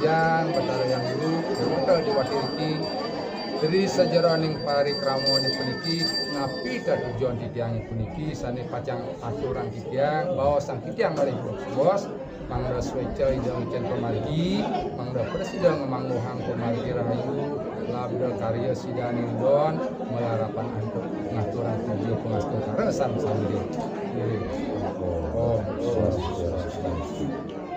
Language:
Balinese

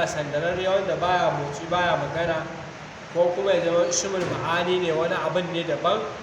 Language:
Hausa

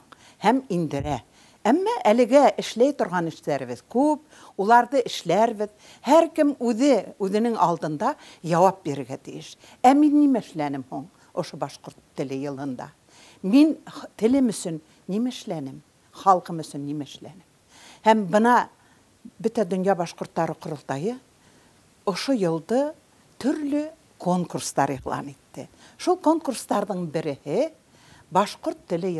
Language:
Bashkir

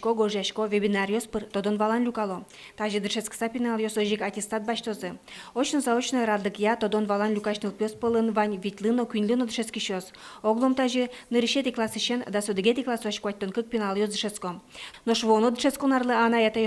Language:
Udmurt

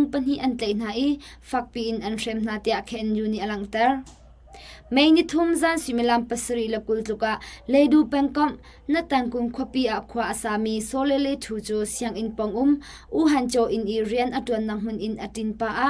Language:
Hakha Chin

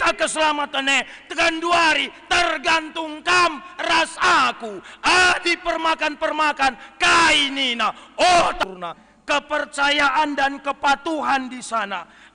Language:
Batak Karo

